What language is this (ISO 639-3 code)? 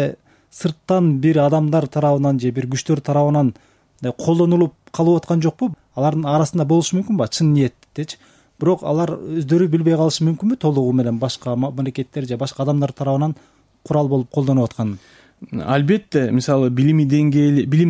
kir